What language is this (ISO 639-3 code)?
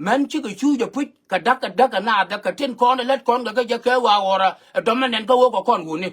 nus